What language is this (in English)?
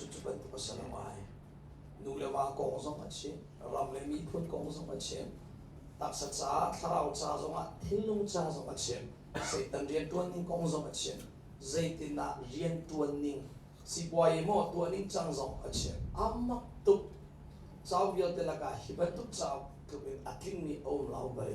Hakha Chin